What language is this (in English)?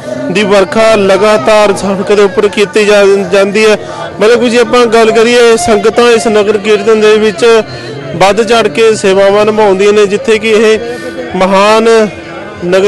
Punjabi